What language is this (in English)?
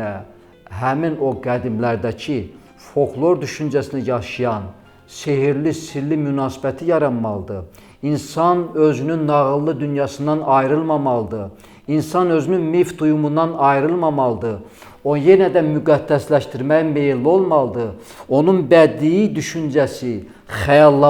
Azerbaijani